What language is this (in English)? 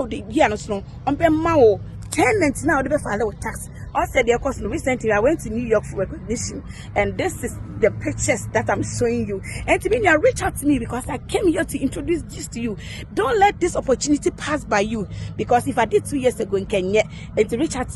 Akan